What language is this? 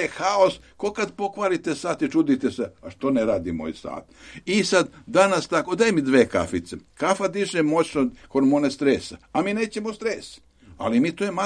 Serbian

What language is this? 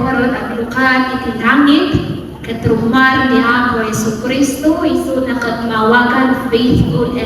Iloko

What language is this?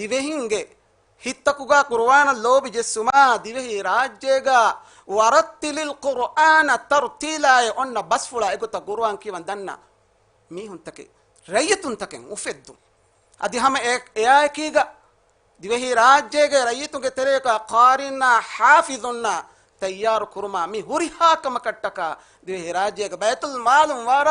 Divehi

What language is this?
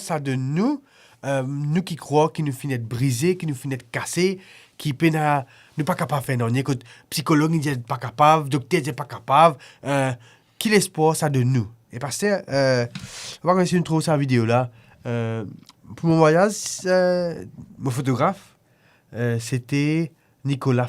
Morisyen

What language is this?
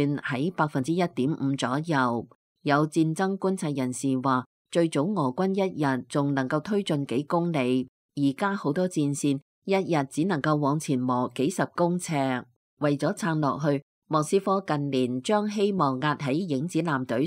Cantonese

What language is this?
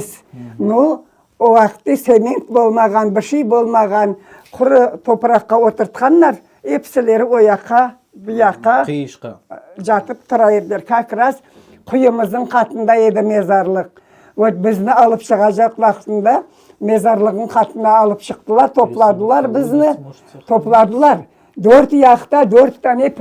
Crimean Tatar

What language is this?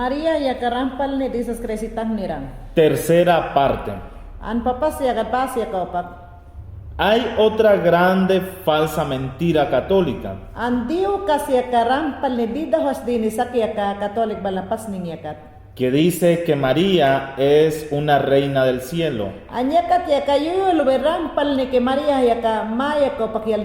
Mayangna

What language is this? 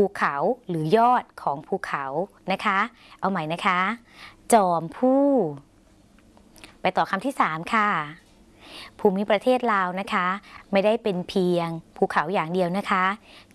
Thai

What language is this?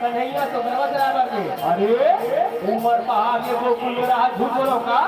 Chhattisgarhi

